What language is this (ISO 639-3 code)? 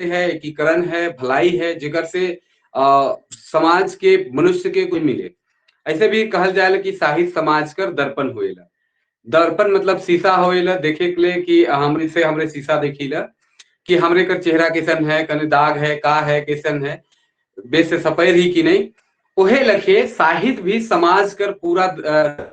sck